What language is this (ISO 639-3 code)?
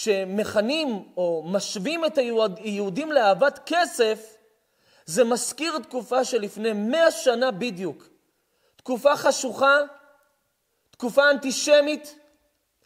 heb